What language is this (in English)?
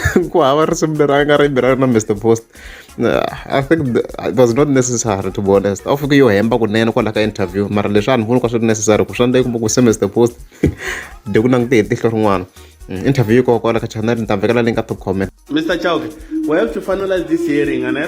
Tsonga